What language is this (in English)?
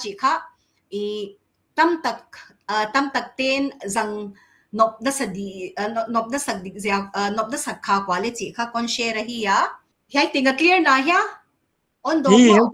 Paite Chin